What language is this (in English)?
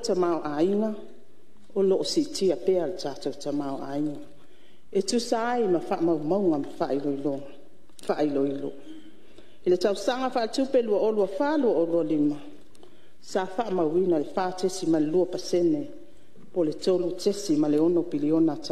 Samoan